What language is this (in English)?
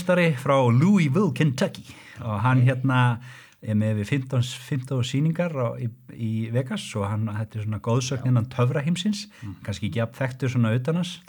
Icelandic